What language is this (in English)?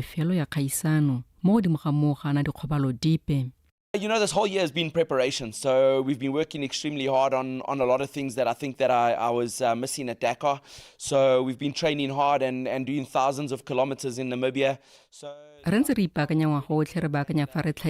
Tswana